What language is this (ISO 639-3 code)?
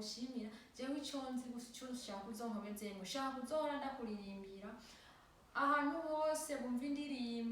run